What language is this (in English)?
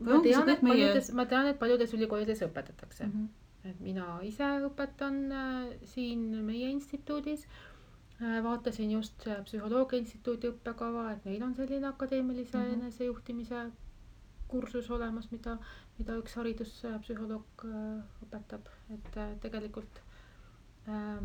Estonian